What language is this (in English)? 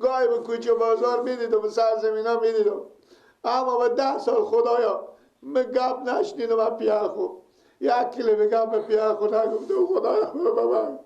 Persian